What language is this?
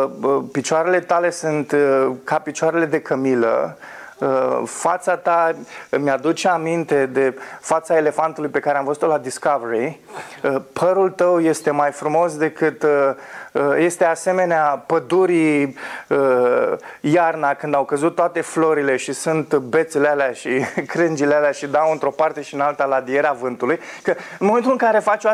Romanian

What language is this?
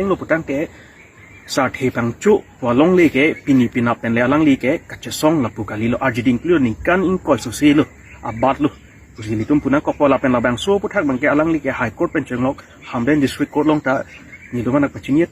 Karbi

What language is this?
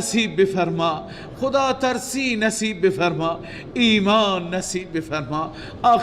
Persian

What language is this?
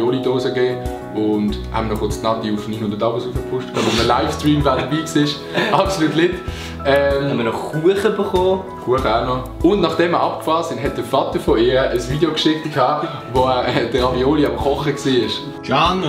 Swiss German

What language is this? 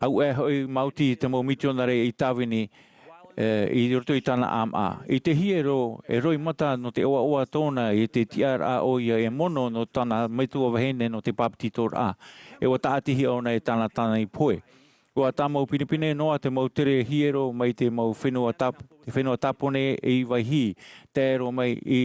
Tahitian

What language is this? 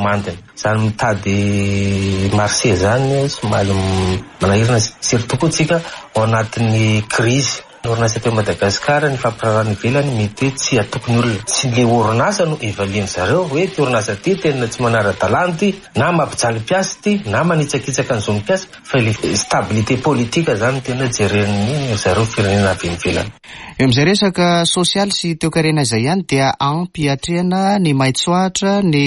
Malagasy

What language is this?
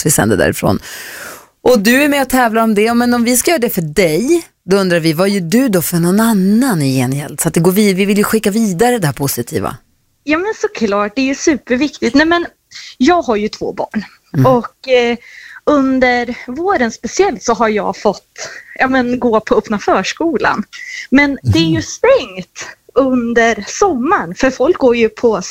Swedish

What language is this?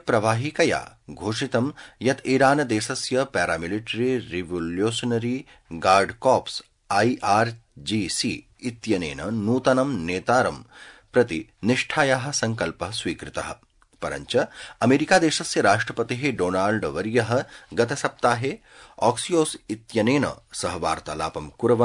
Sanskrit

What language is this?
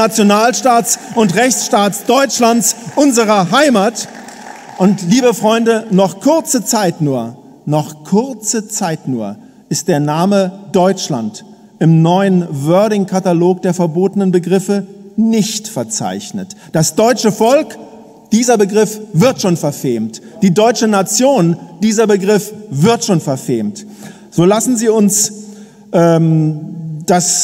German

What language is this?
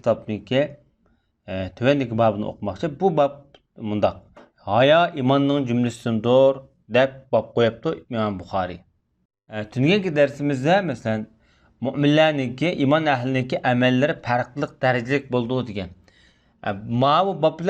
Uyghur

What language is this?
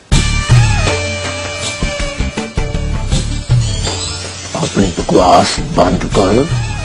Hindi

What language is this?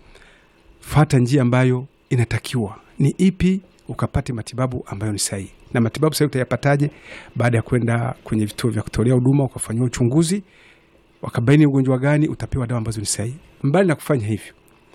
Swahili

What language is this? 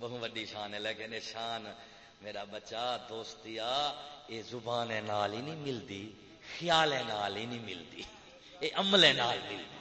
Saraiki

